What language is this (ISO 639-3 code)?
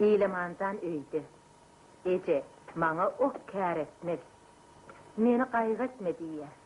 tuk